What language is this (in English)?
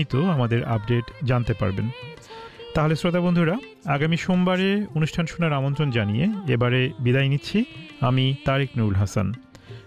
Bangla